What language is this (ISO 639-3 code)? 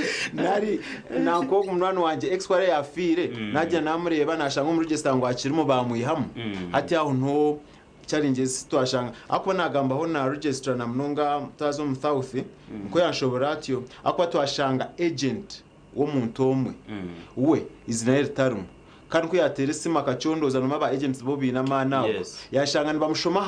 nyn